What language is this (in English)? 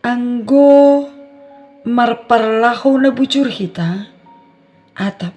Batak Simalungun